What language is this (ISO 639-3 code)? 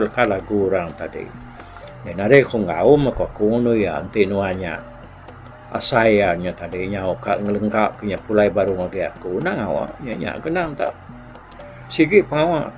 iba